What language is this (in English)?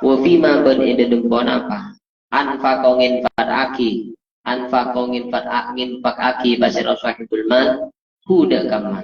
Madurese